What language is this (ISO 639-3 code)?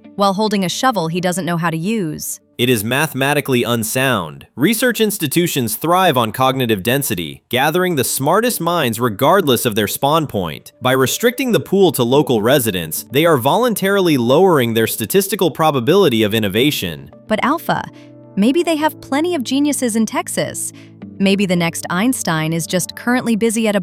eng